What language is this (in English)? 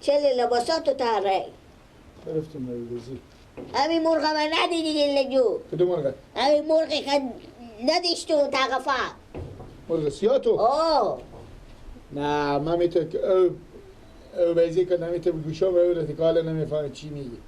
Persian